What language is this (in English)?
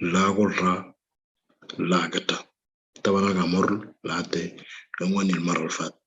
Moro